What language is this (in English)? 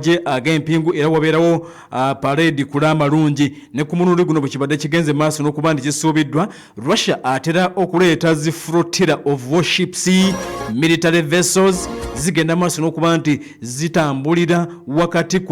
Ganda